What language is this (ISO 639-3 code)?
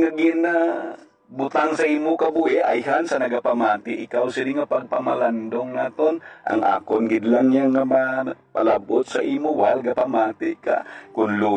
hil